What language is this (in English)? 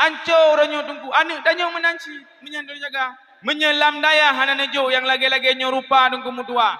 Achinese